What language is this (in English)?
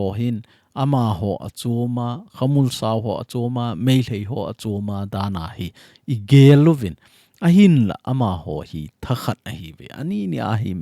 Thado Chin